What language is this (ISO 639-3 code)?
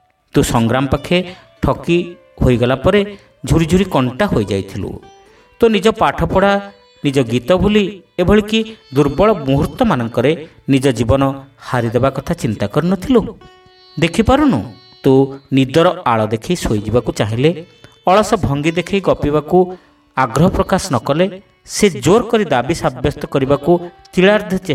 ori